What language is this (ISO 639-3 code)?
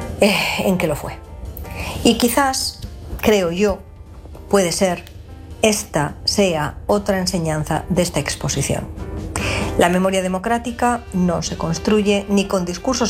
spa